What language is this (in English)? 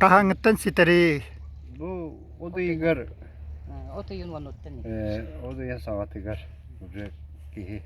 Yakut